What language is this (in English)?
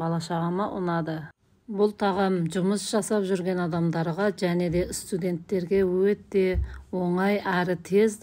Kazakh